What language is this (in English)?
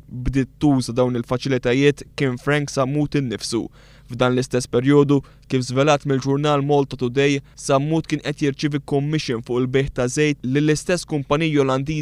Maltese